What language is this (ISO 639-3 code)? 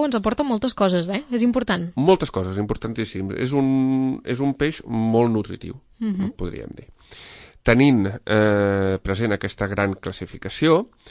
cat